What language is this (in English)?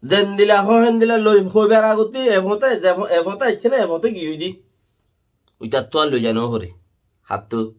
Rohingya